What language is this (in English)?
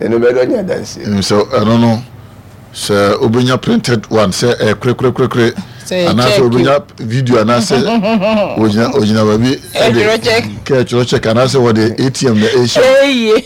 Akan